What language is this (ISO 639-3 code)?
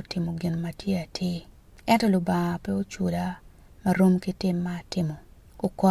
ach